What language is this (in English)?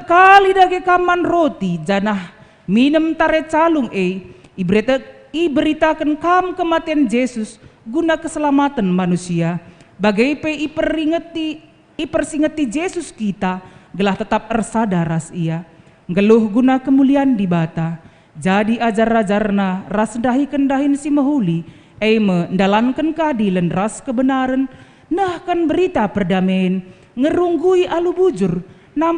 Batak Karo